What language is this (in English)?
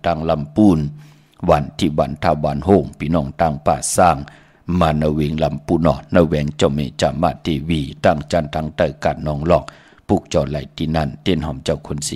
Shan